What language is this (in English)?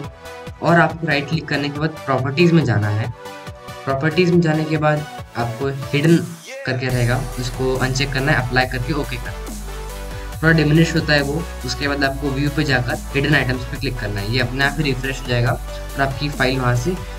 Hindi